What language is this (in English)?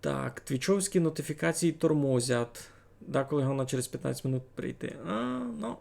Rusyn